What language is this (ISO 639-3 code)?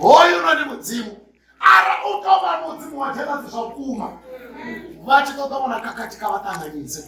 ven